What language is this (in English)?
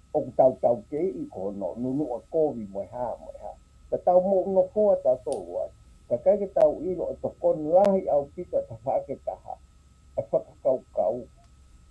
Tongan